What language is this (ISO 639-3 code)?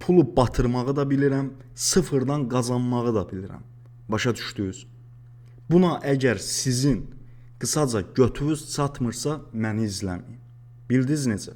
aze